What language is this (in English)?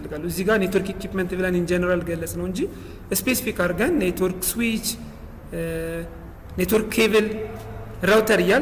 Amharic